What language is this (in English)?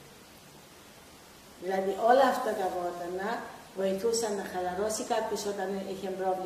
Greek